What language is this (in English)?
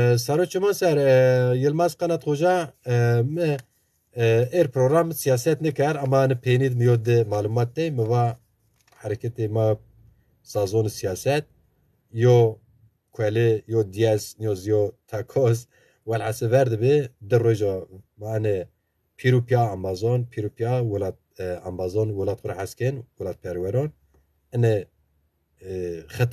Zaza